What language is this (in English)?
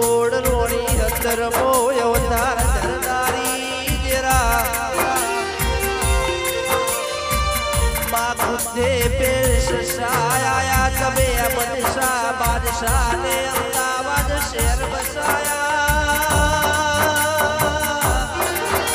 Gujarati